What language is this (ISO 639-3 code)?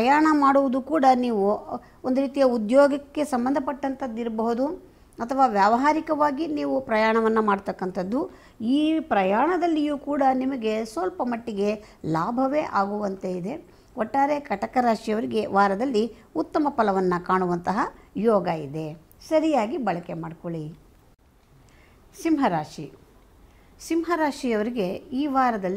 kan